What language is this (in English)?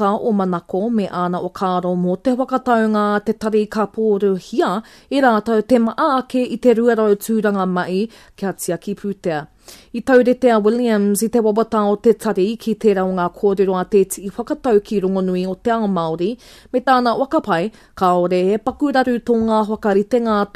Māori